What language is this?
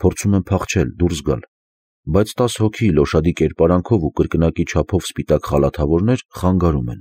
Armenian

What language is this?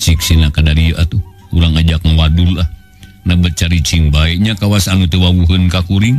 Sundanese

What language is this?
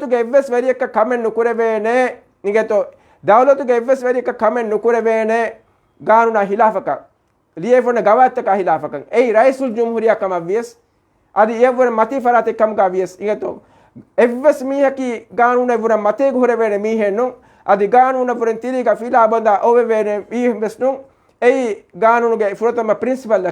Divehi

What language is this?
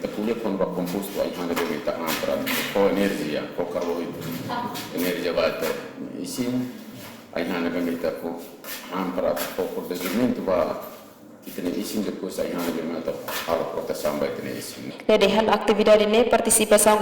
Tetum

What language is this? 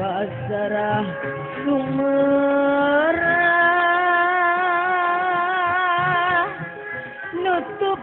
Sundanese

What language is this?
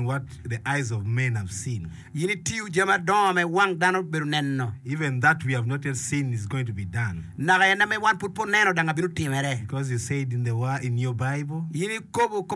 Acoli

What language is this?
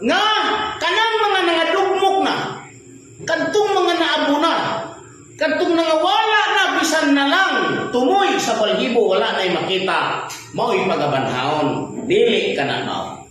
Cebuano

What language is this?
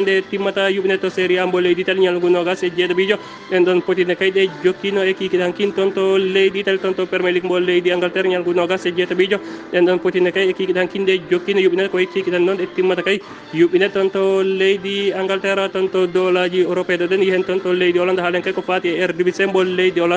Fula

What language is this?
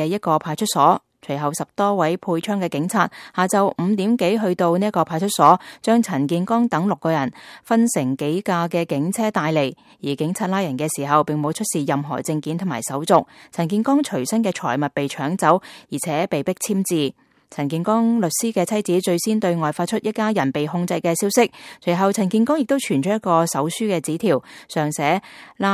Cantonese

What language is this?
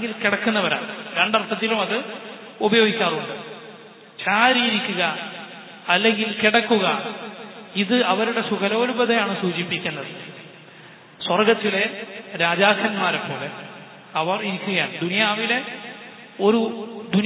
Malayalam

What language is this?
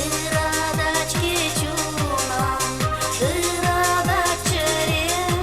Chuvash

